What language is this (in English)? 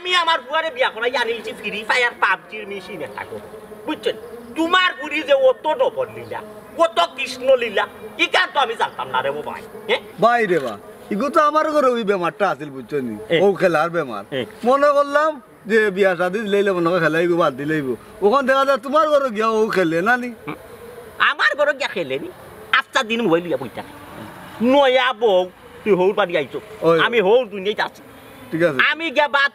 Sylheti